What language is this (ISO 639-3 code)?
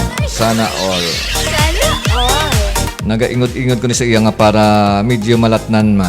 hil